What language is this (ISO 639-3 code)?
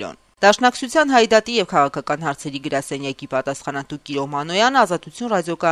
hye